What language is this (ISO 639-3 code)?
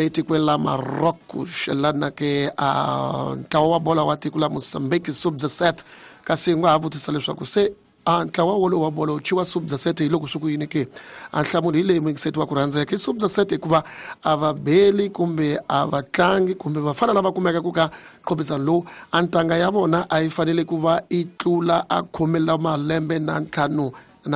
tso